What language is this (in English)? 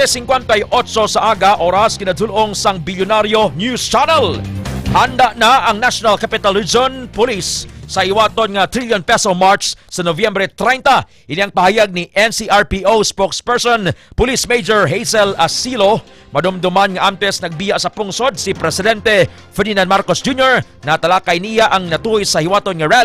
Hiligaynon